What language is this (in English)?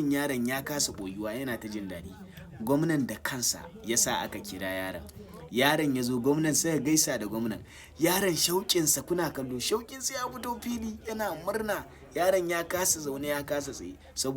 Hausa